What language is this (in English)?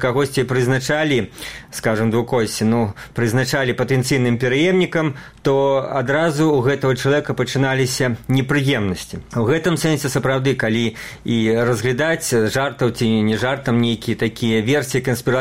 Belarusian